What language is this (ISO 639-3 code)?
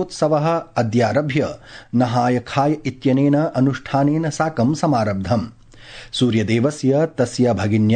san